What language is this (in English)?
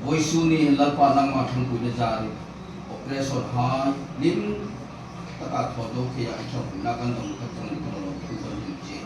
Hmar